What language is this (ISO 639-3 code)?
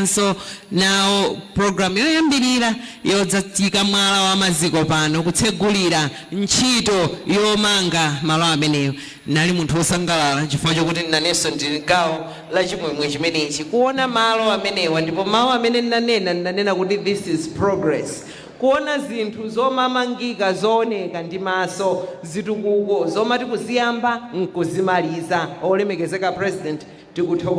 nya